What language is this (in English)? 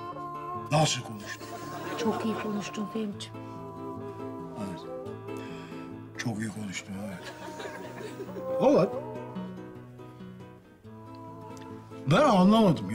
Turkish